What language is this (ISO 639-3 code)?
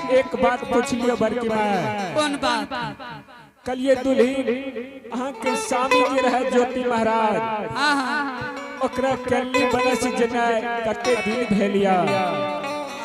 anp